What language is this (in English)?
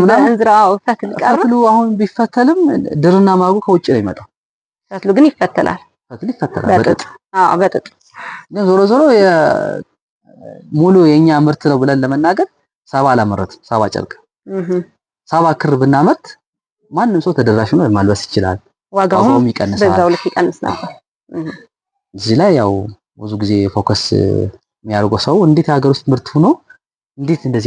Amharic